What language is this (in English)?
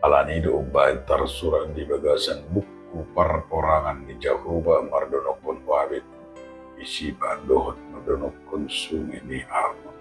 Batak Toba